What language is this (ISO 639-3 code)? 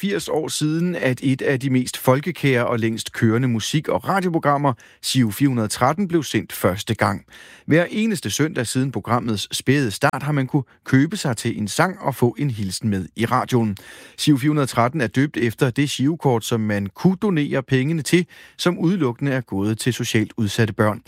dan